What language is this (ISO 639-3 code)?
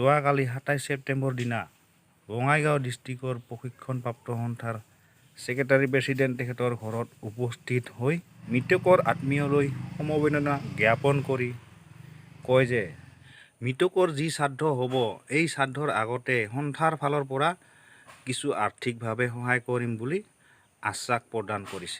asm